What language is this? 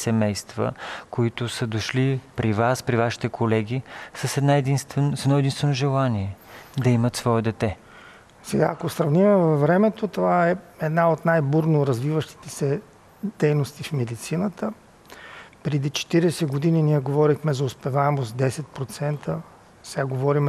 Bulgarian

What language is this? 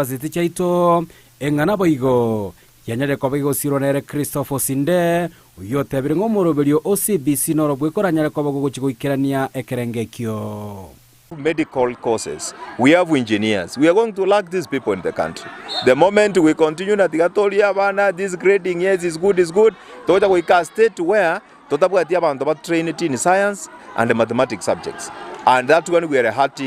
Gusii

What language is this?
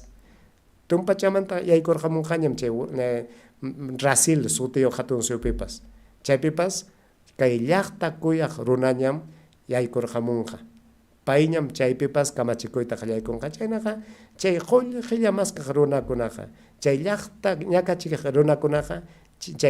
Ayacucho Quechua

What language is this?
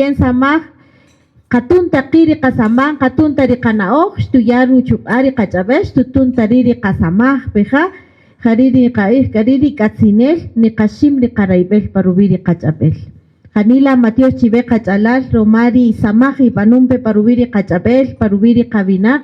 Kaqchikel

